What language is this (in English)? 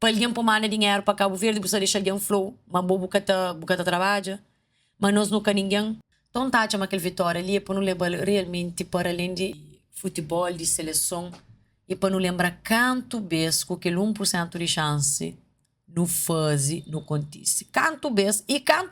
Kabuverdianu